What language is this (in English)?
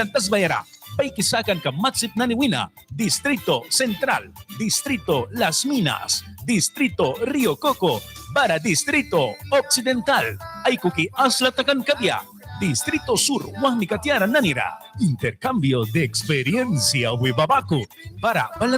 Mískito